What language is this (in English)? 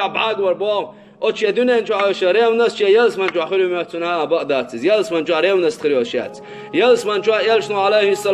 Chechen